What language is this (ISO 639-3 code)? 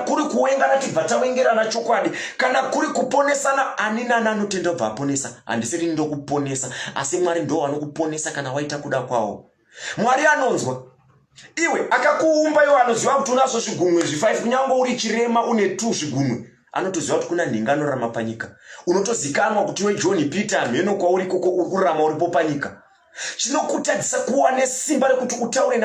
sna